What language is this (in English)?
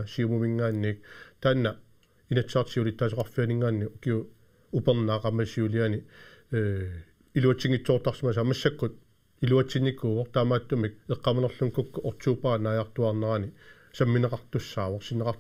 Kalaallisut